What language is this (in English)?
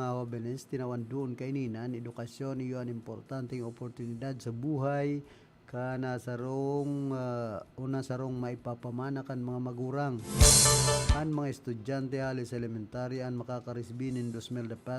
Bikol